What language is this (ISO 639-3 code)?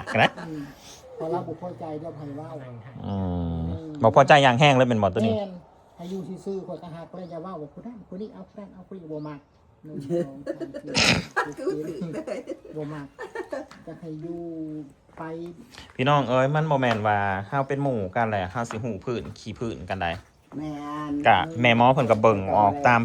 tts